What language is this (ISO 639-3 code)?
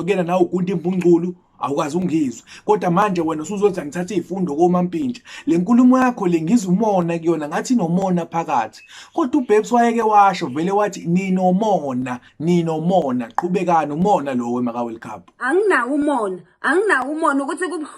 zul